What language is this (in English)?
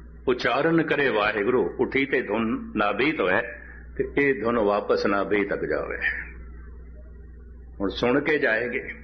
Punjabi